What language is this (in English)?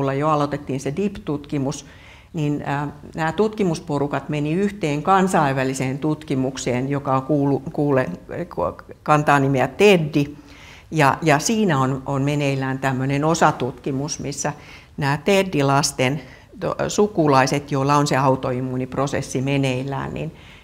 Finnish